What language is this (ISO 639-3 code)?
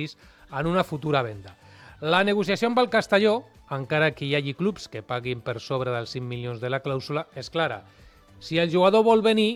cat